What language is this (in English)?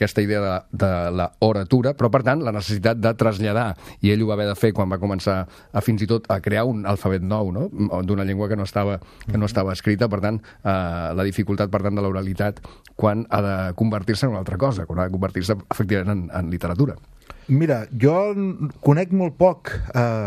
Catalan